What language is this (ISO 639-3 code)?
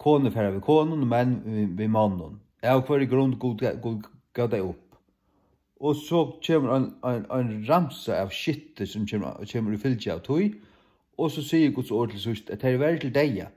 fao